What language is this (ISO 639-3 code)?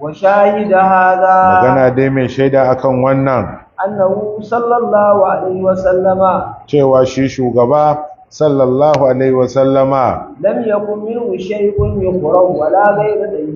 hau